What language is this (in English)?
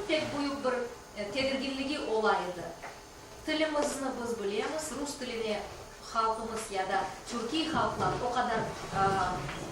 Crimean Tatar